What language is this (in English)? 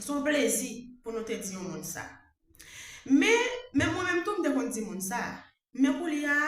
Haitian Creole